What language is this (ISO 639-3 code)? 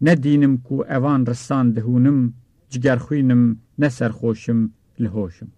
kur